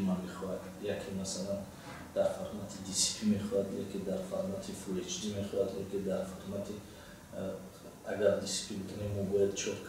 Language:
Tajik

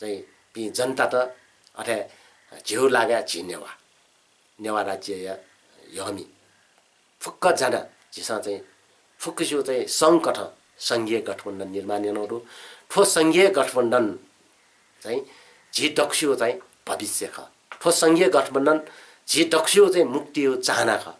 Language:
Newari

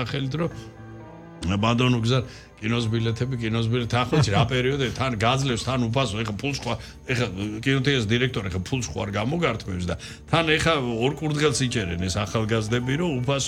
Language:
Georgian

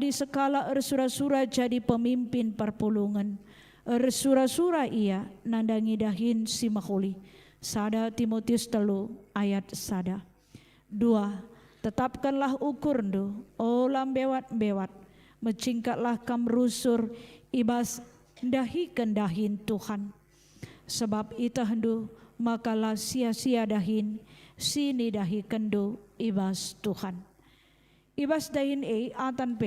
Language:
Batak Karo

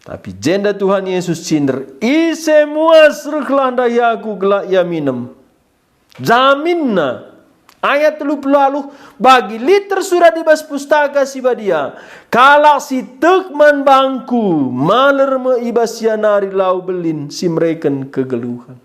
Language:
Batak Karo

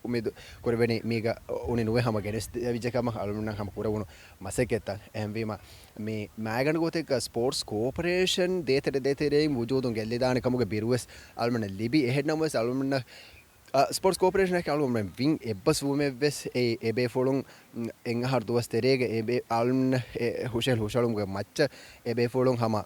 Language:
Divehi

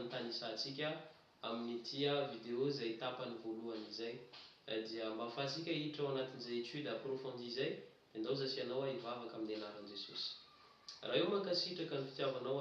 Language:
Malagasy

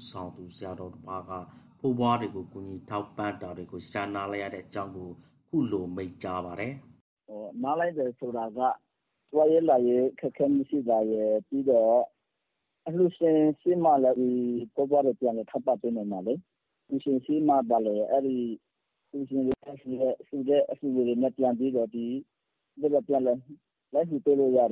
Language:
Burmese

